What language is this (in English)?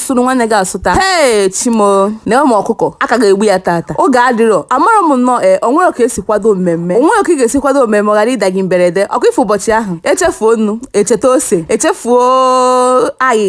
Igbo